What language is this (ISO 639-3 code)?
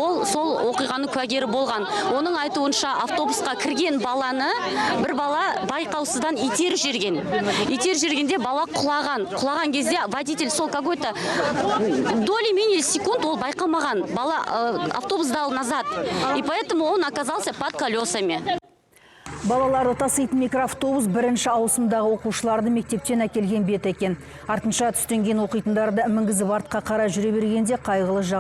kaz